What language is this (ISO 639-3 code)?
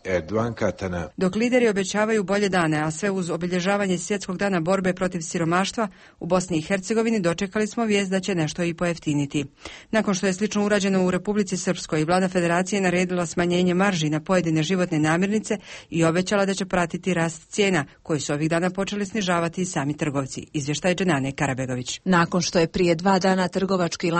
bos